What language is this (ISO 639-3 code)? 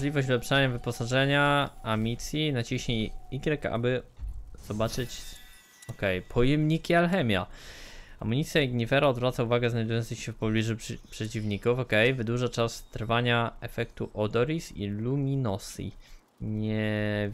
pol